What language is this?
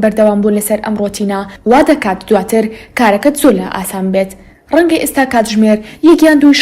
Central Kurdish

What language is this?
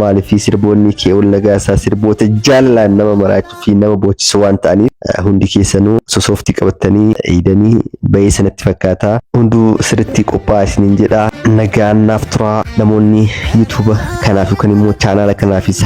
Oromo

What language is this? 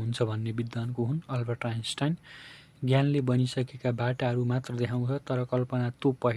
Nepali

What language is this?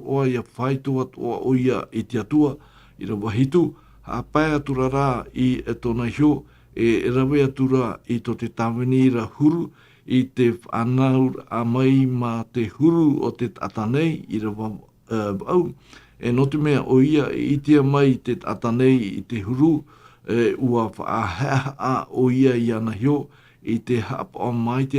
Tahitian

